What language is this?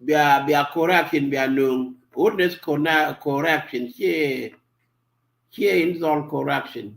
Nuer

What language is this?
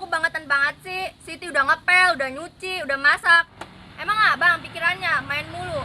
Betawi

